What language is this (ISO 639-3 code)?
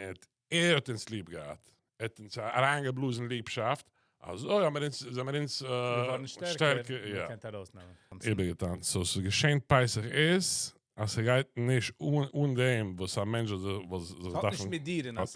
yid